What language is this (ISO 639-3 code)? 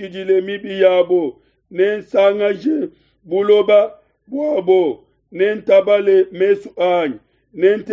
lua